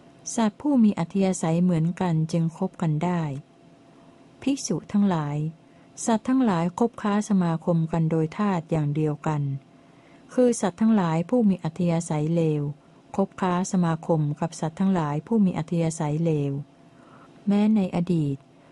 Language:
Thai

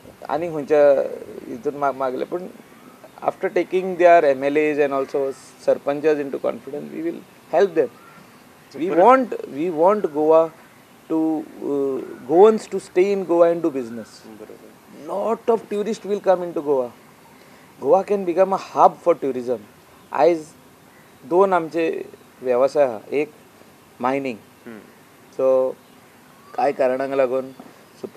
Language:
Konkani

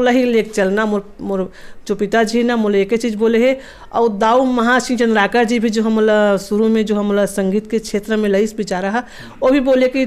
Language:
Chhattisgarhi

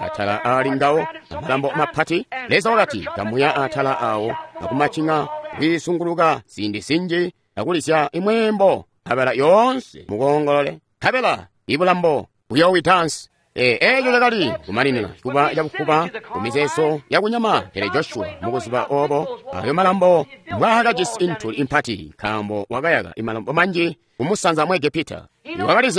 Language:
Tonga (Zambia)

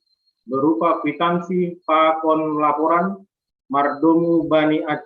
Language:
Batak Simalungun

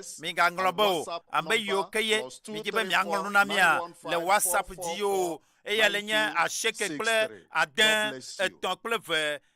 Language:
Ewe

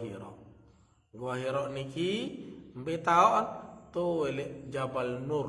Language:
Sasak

